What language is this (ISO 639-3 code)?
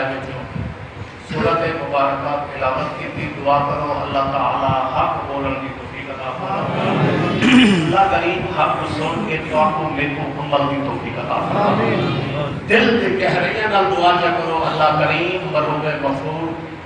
skr